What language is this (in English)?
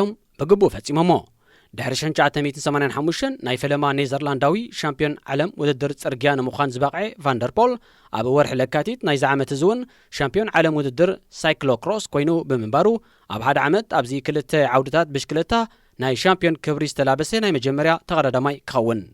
Tigrinya